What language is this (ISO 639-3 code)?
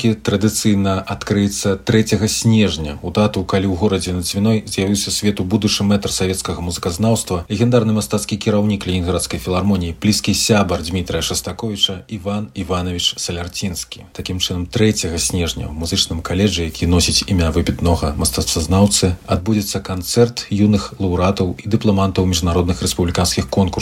bel